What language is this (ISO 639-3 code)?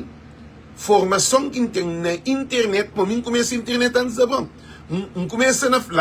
kea